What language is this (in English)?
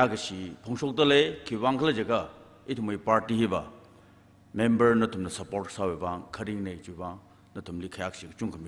Tangkhul Naga (India)